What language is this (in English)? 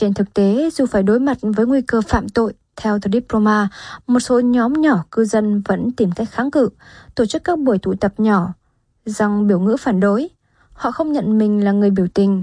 Vietnamese